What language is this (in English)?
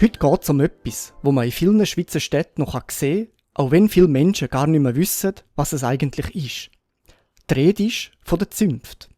Swiss German